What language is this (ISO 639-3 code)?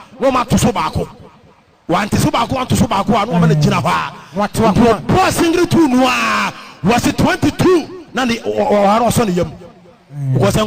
aka